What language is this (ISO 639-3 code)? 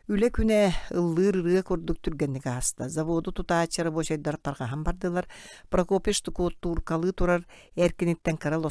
sah